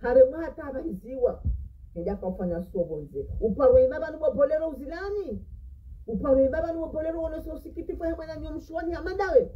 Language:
Ngazidja Comorian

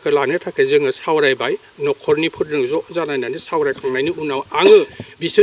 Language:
Bodo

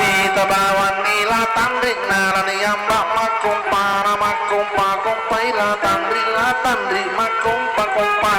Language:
Buginese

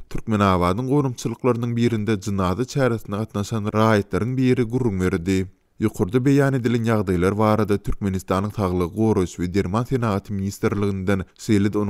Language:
Turkmen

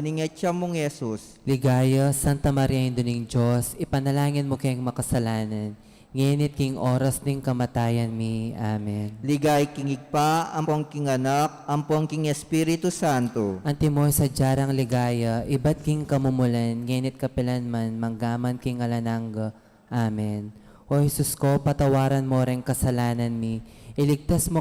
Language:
Pampanga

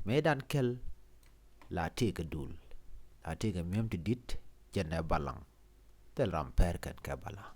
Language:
Nuer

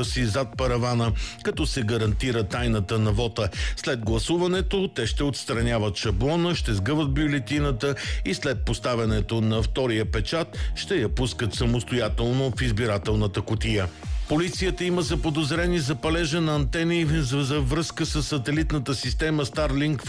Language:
Bulgarian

